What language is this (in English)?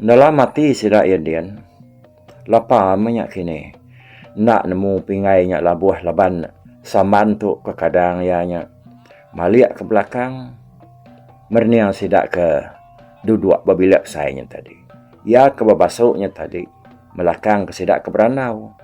Iban